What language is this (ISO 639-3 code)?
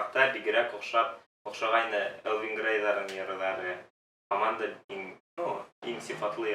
bak